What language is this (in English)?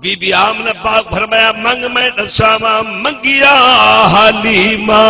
Saraiki